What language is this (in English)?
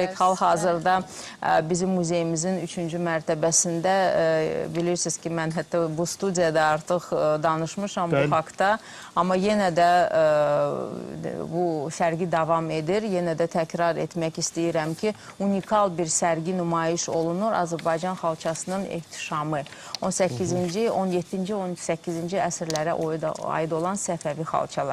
Azerbaijani